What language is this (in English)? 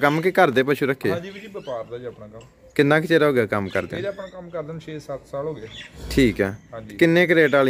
Punjabi